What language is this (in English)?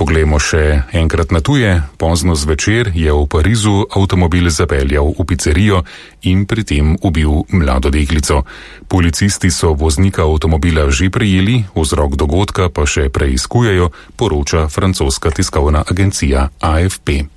Slovenian